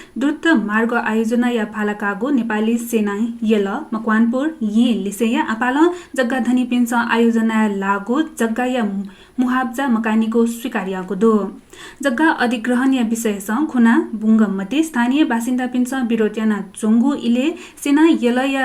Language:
Newari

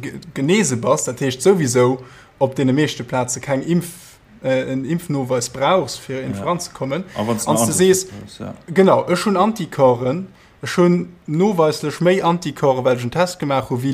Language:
Luxembourgish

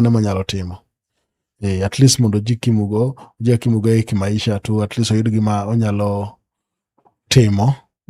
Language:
Luo (Kenya and Tanzania)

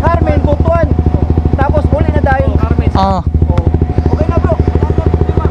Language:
Cebuano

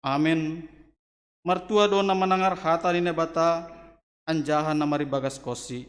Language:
Batak Simalungun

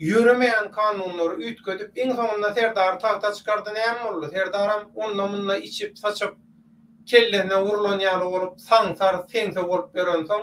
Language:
Turkmen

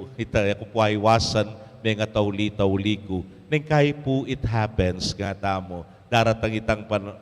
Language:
Pampanga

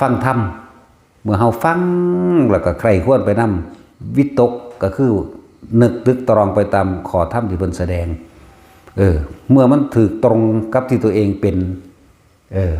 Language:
Northeastern Thai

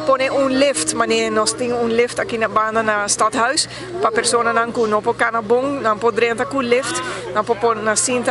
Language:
Papiamento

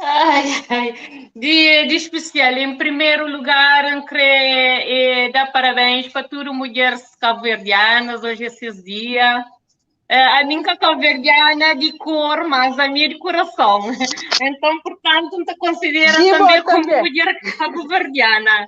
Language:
Kabuverdianu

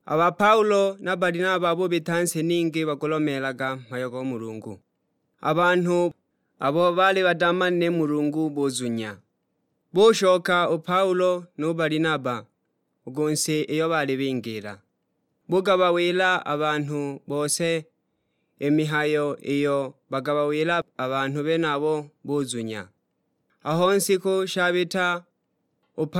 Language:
Sukuma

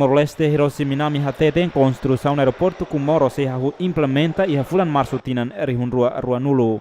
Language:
Tetum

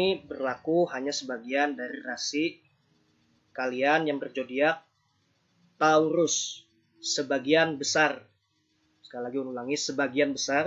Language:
Banjar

